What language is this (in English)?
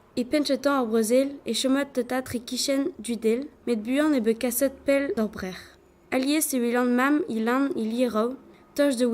Breton